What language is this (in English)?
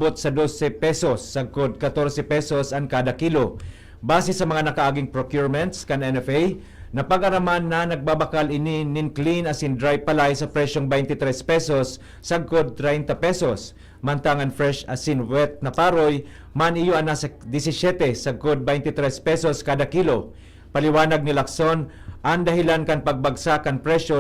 Bikol